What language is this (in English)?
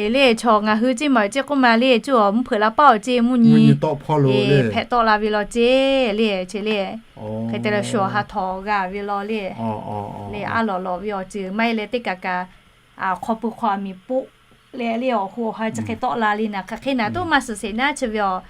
Lahu